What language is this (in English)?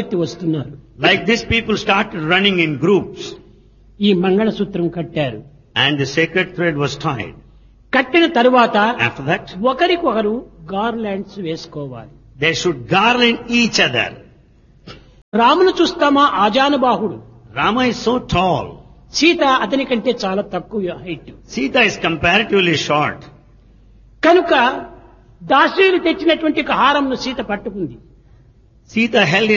Telugu